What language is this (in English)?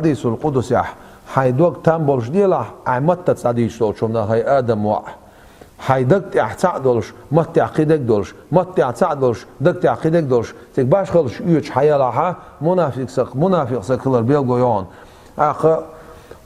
Chechen